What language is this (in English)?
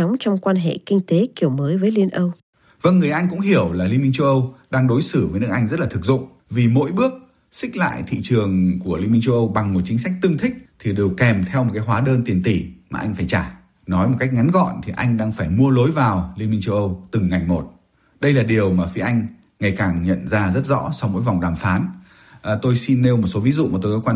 Vietnamese